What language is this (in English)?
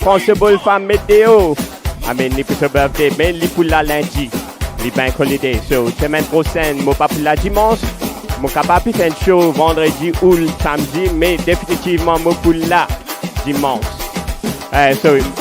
Morisyen